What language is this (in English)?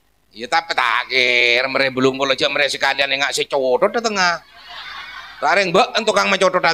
Madurese